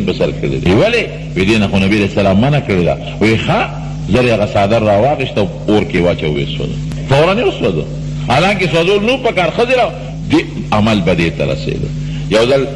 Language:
Pashto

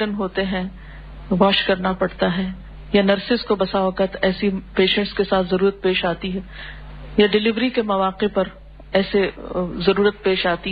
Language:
Urdu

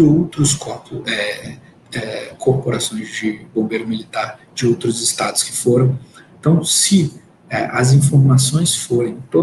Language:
Portuguese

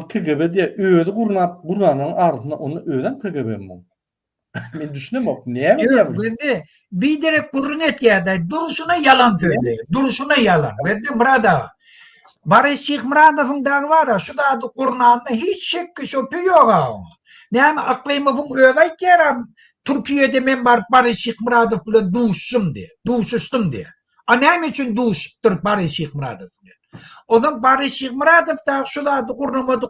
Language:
Turkmen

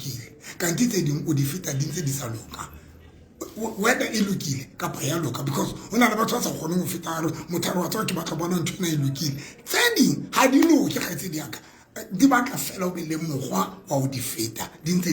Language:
Southern Sotho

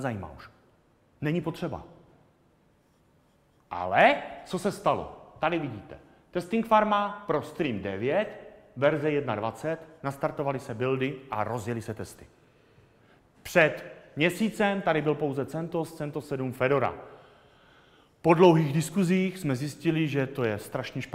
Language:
Czech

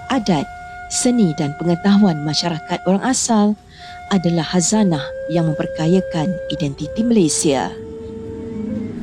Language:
Malay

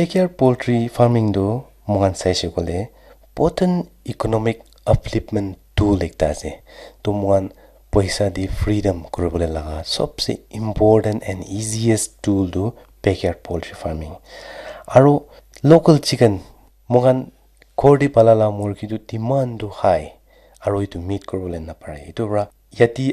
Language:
Naga Pidgin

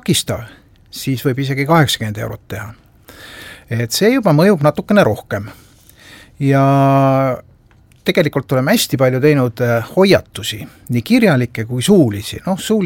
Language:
Estonian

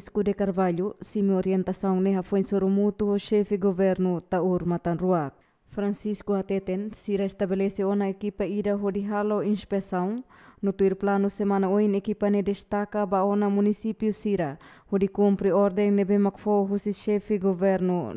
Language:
Tetum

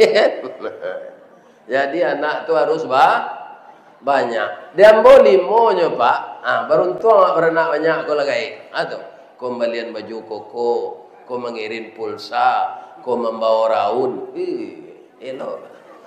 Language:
Minangkabau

